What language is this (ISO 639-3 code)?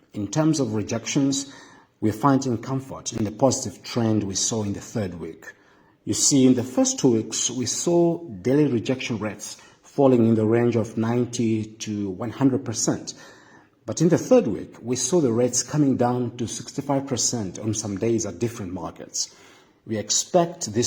eng